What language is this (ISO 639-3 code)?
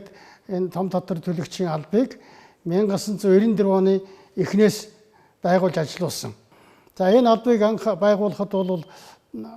mon